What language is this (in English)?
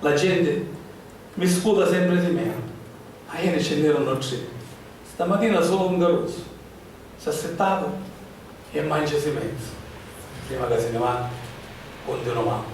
Sicilian